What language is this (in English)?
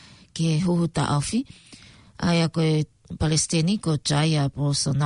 Tongan